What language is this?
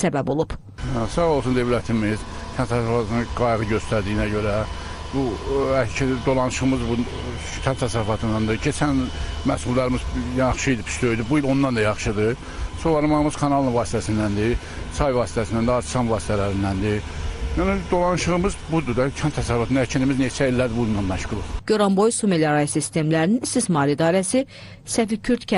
Azerbaijani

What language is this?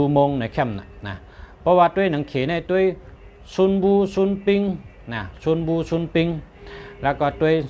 Shan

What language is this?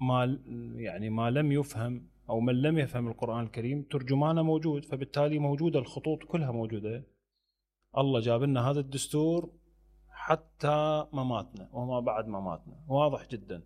Mesopotamian Arabic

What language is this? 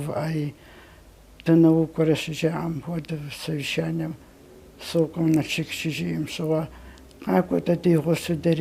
Kabardian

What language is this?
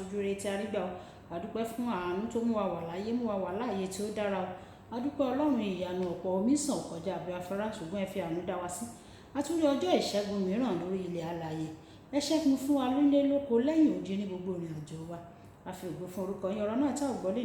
Yoruba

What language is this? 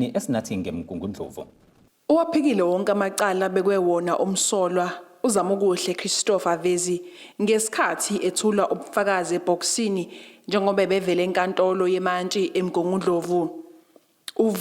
Zulu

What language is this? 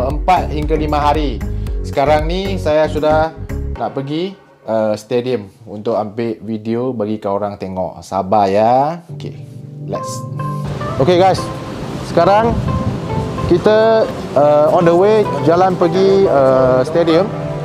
Malay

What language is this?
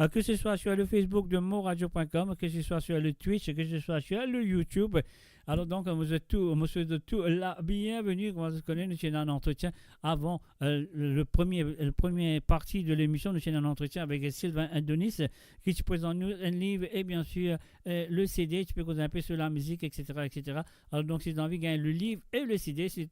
Morisyen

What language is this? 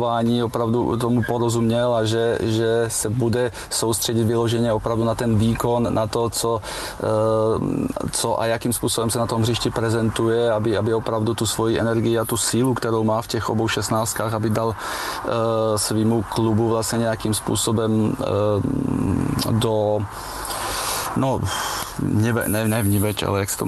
Czech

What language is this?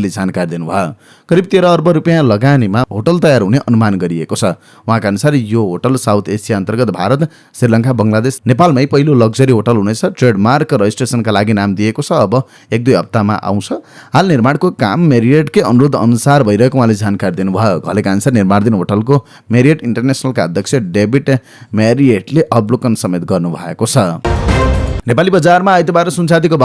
Nepali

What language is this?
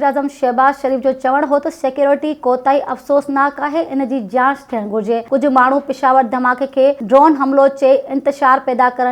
Sindhi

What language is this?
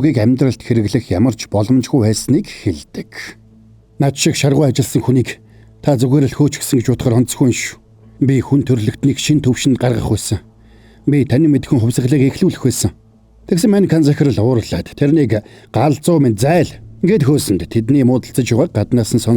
Mongolian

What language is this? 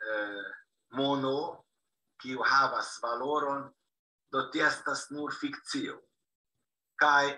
Esperanto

